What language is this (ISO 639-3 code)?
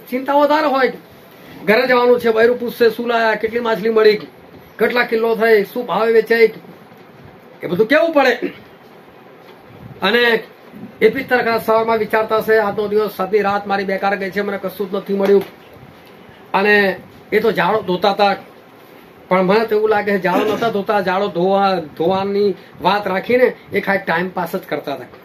guj